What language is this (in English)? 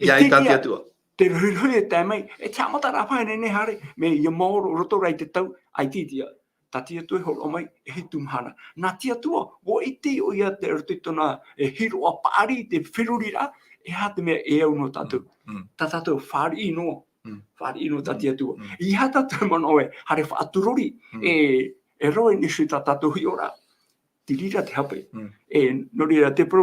Tahitian